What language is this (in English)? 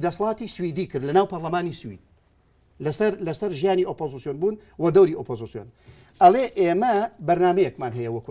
Central Kurdish